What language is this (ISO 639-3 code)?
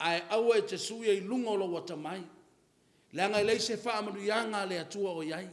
smo